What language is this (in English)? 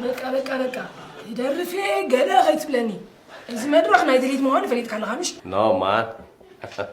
Tigrinya